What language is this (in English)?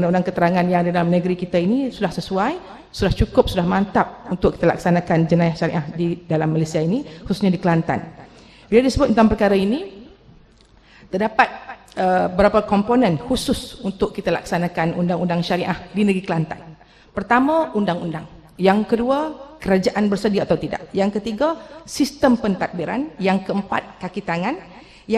Malay